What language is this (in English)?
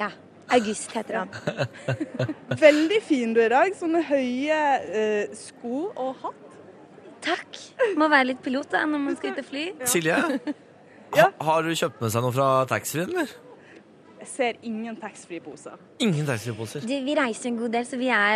Norwegian